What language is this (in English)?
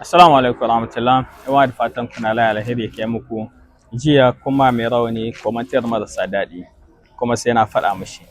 Hausa